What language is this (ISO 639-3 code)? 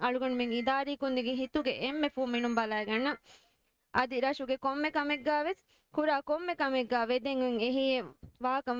div